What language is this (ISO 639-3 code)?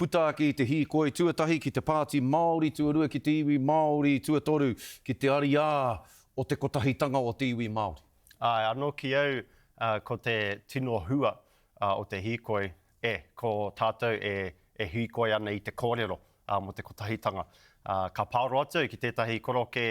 mri